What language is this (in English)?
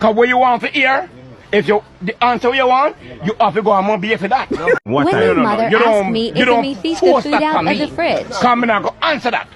Jamaican Creole English